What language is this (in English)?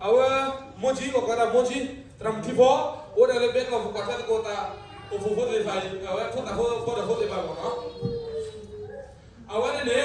S'gaw Karen